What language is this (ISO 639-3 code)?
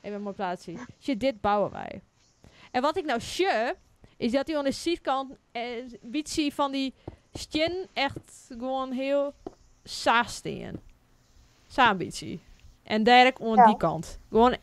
fry